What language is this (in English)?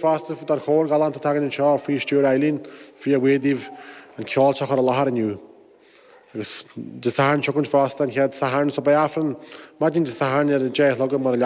Irish